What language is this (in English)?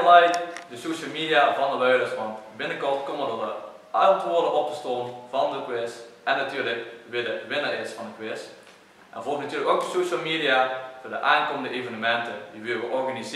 Limburgish